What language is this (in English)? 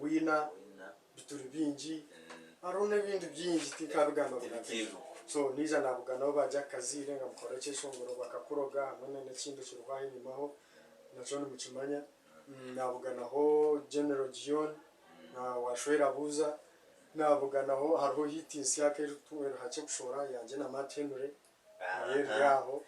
Nyankole